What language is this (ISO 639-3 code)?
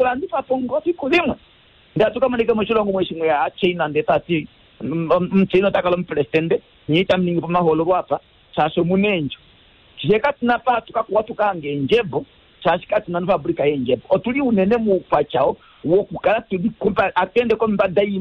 kua